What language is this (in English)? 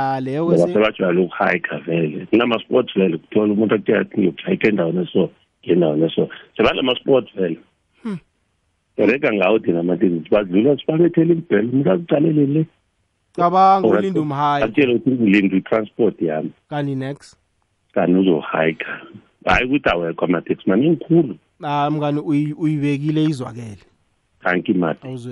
South Ndebele